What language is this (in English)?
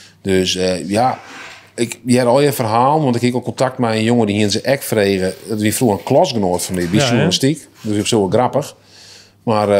Western Frisian